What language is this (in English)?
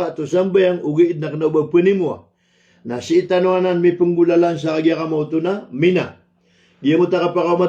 Maranao